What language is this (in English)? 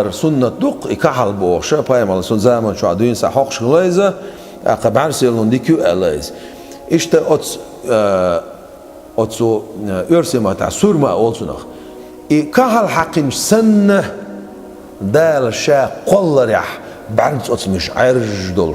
Chechen